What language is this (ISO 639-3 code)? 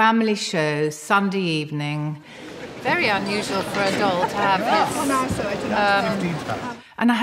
eng